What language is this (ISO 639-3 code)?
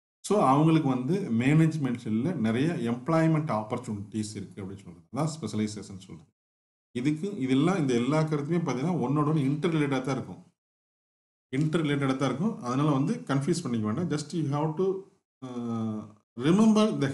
tam